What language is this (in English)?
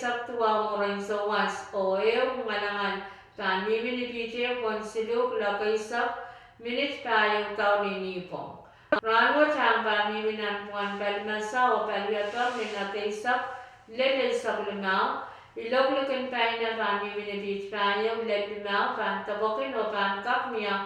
Pohnpeian